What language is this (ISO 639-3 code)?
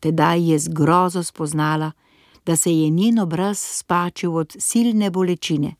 slv